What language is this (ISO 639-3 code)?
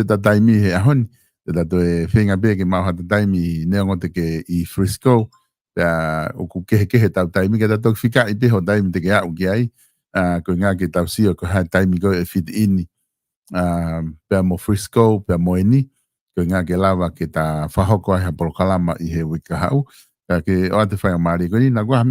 ton